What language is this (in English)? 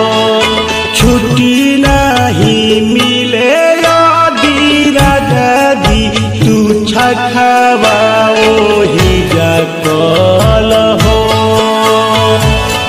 Bhojpuri